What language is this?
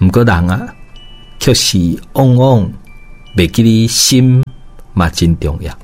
Min Nan Chinese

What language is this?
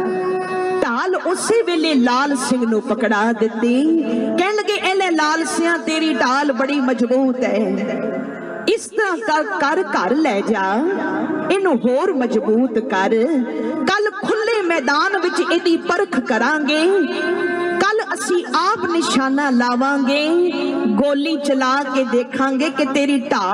Punjabi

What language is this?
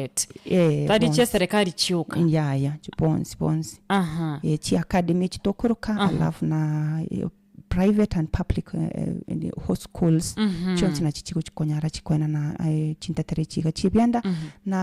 Gusii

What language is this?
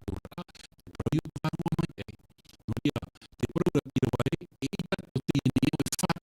Tahitian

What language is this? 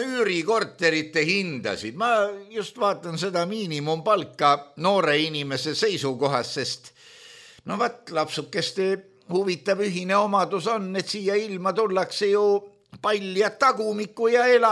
Estonian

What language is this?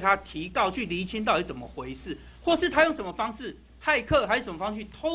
Chinese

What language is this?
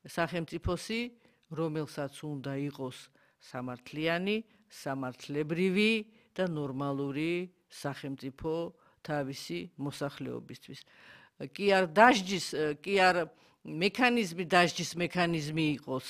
Georgian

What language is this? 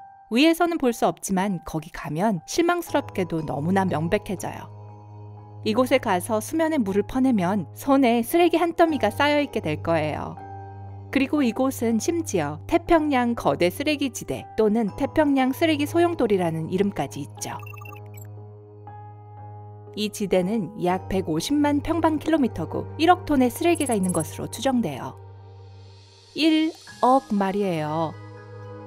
Korean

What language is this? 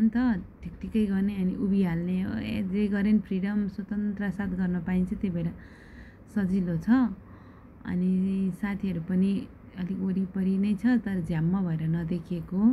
Nepali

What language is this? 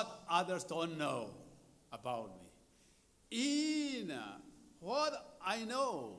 Tangkhul Naga (India)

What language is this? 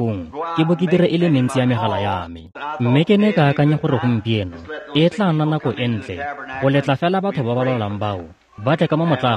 Tswana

